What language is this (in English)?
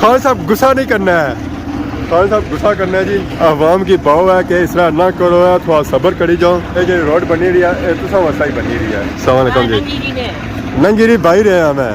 Pahari-Potwari